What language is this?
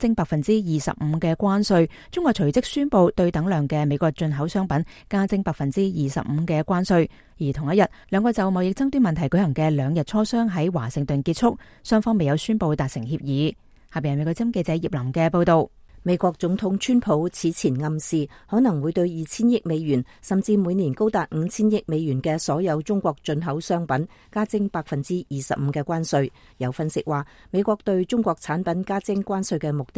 Cantonese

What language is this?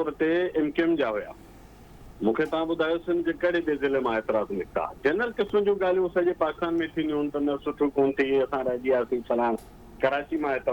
Sindhi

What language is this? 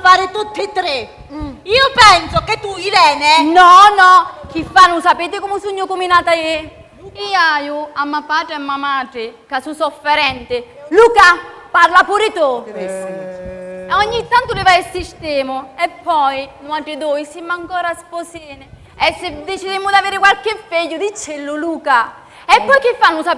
Sicilian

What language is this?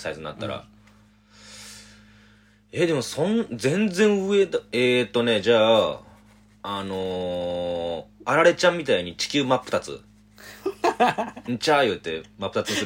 Japanese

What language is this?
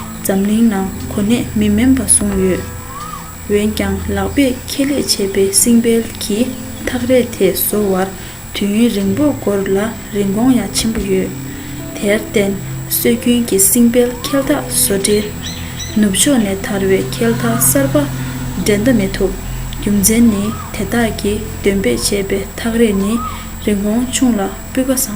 Tibetan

